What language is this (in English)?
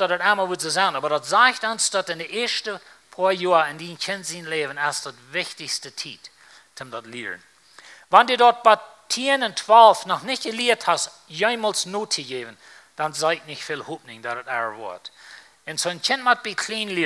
Plautdietsch